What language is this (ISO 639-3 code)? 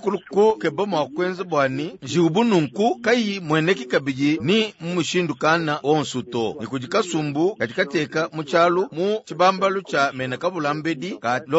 lua